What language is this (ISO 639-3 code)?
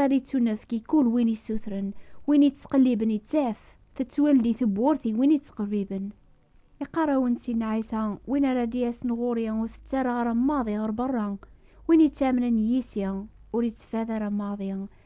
kab